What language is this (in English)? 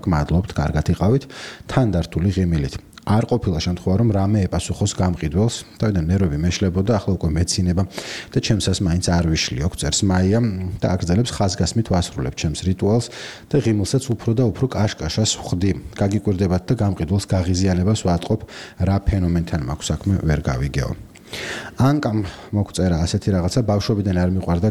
Georgian